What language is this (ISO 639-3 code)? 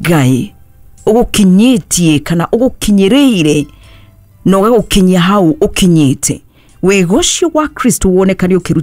kik